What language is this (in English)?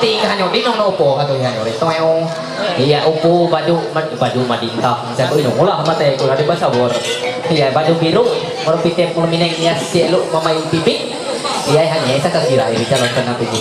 Ma'anyan